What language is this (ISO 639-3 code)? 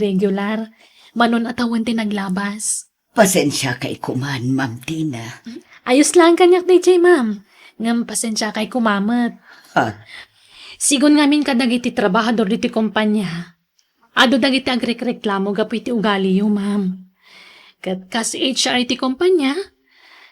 ilo